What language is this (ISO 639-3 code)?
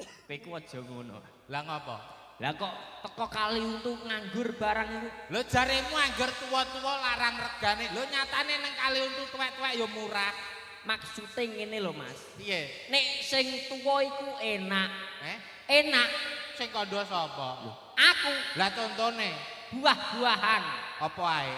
jav